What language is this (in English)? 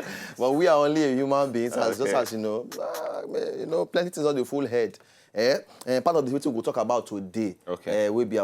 Nigerian Pidgin